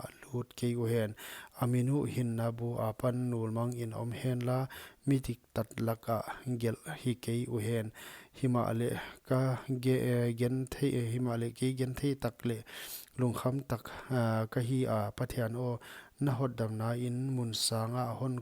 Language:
Paite Chin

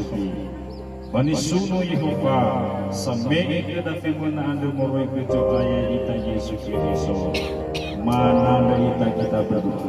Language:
Nias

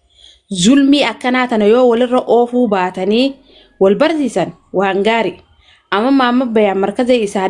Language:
Oromo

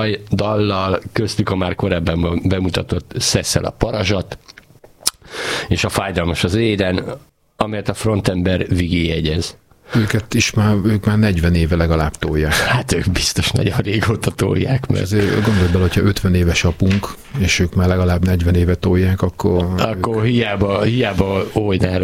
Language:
Hungarian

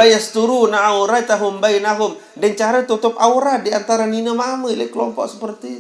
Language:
Sasak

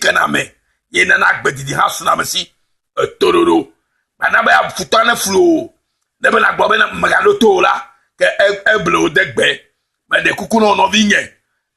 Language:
Ewe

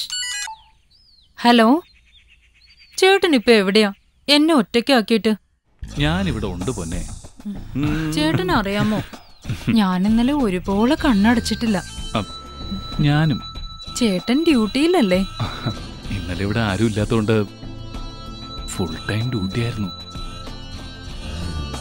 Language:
Malayalam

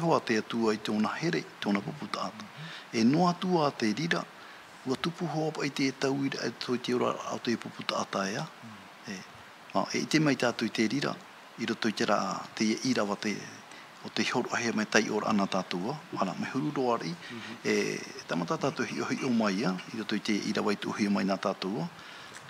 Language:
Tahitian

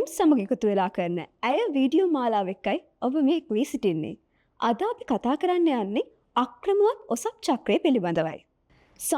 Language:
Sinhala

